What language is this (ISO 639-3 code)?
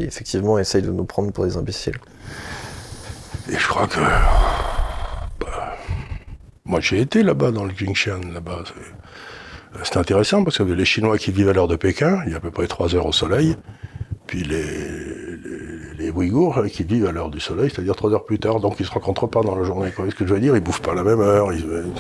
fra